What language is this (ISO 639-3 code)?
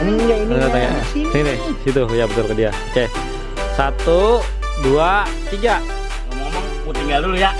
bew